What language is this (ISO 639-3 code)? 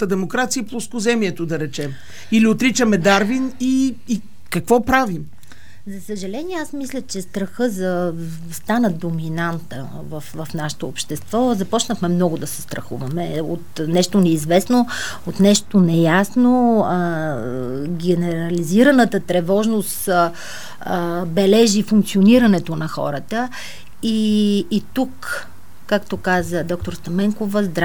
bul